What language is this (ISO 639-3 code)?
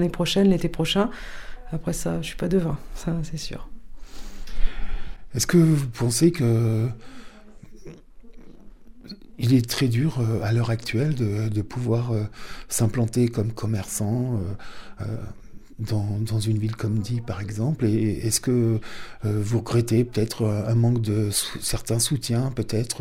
fra